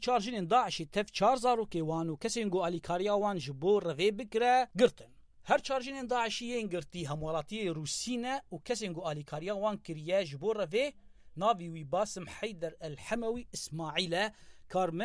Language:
Kurdish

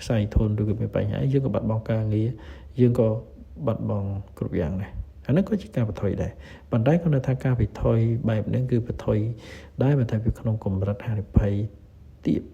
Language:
Khmer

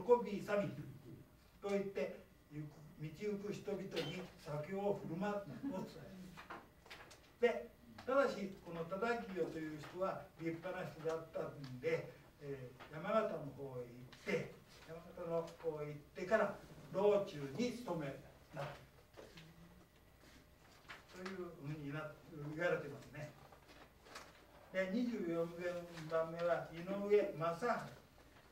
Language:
Japanese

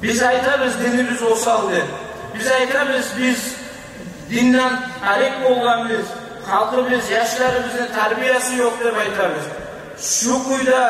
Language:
Kumyk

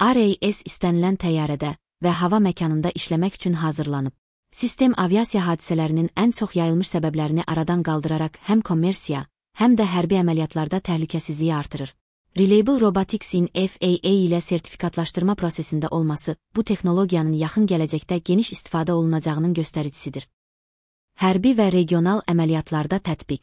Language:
Azerbaijani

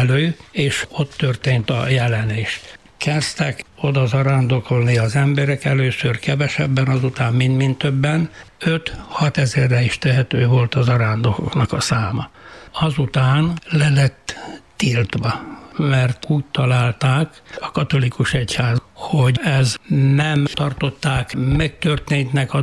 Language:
Hungarian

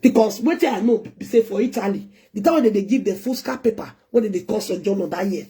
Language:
Nigerian Pidgin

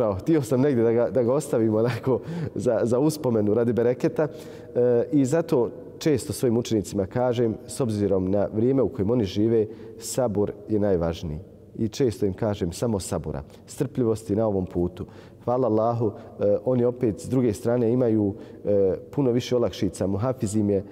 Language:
Bosnian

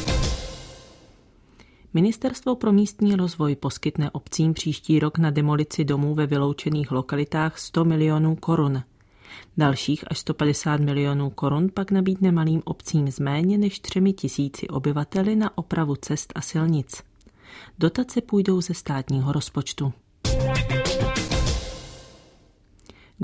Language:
Czech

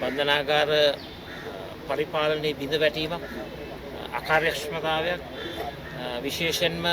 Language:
Sinhala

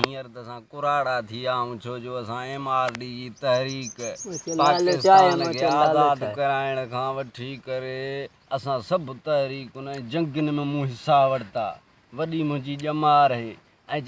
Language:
Sindhi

